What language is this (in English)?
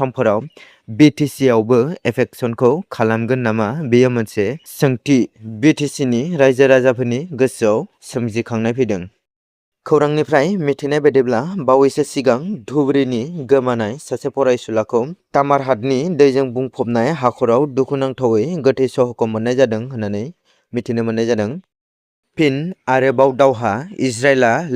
Bodo